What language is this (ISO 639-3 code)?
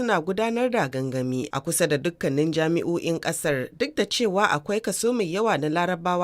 hau